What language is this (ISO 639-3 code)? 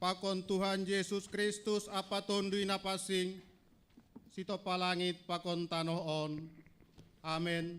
bts